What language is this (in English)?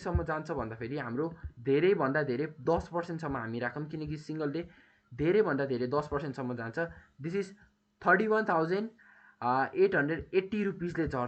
Nepali